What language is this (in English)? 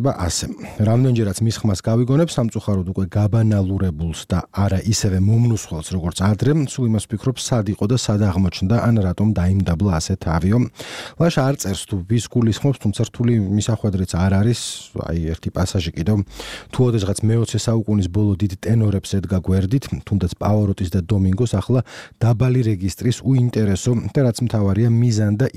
Georgian